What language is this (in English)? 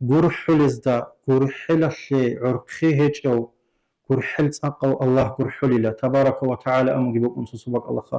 Avaric